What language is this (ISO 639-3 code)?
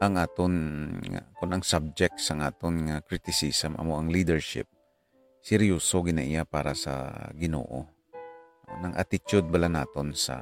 hil